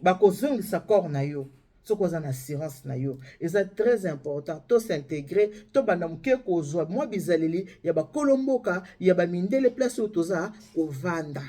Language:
Lingala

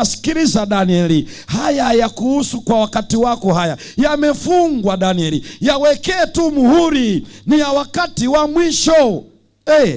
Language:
Swahili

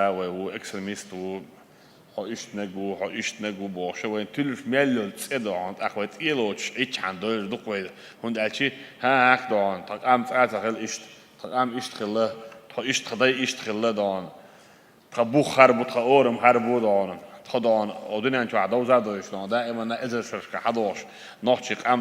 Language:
Chechen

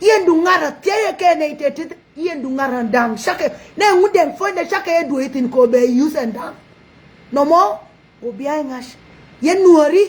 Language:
Nuer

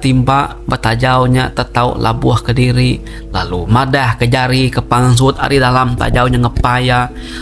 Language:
Iban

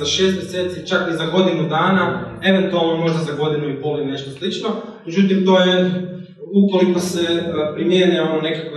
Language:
Croatian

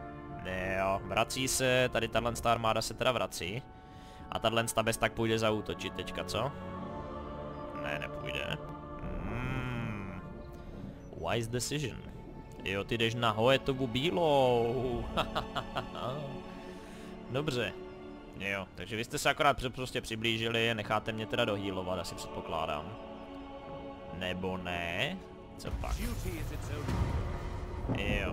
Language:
Czech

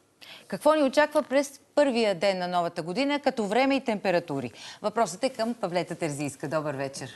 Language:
Bulgarian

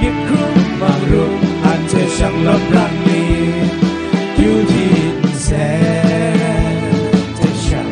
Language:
Kachin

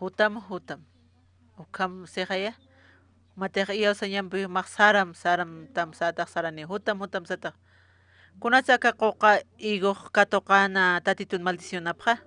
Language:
Aymara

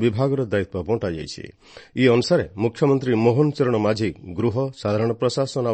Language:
Odia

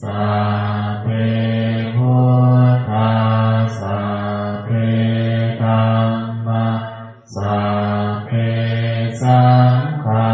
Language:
Pali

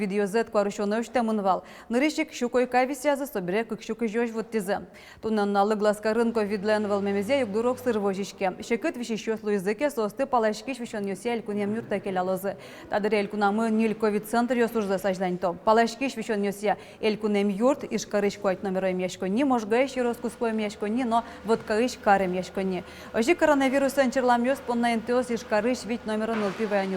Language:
Udmurt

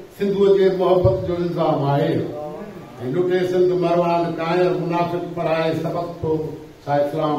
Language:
Sindhi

